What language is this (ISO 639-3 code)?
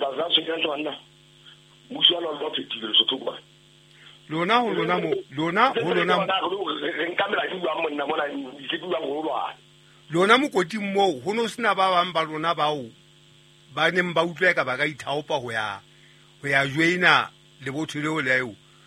sot